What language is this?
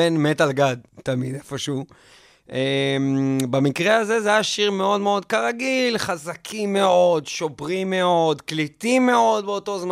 Hebrew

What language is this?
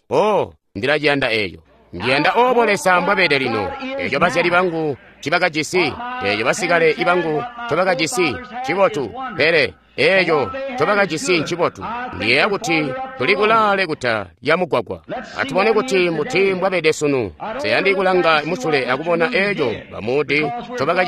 Tonga (Zambia)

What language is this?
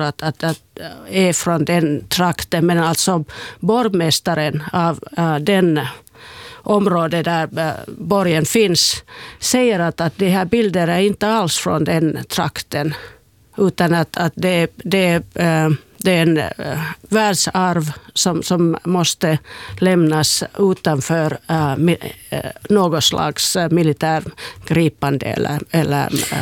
Swedish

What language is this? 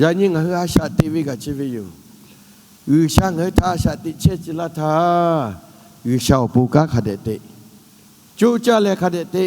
Lahu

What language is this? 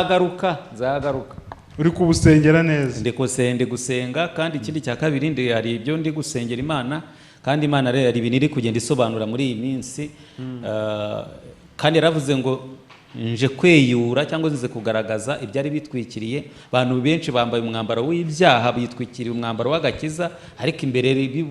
Kinyarwanda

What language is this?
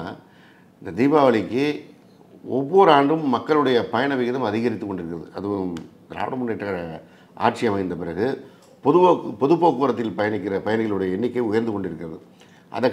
Tamil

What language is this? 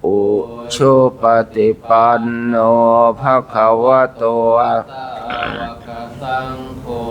Pali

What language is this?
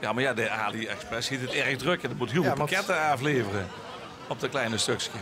Limburgish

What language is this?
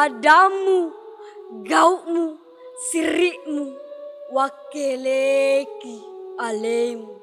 Buginese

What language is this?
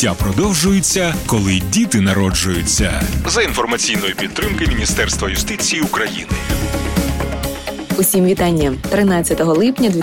Ukrainian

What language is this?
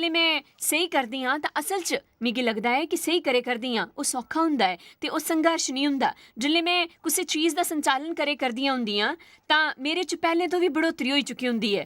Dogri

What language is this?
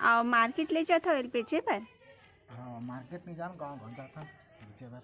Chhattisgarhi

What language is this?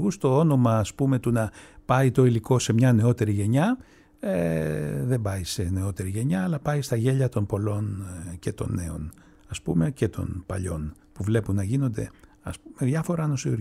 Greek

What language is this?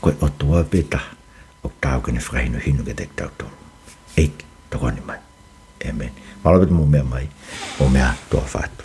Tongan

